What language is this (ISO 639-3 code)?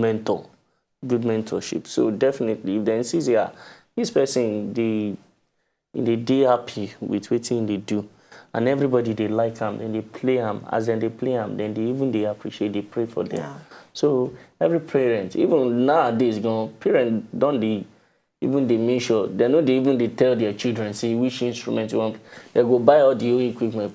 pcm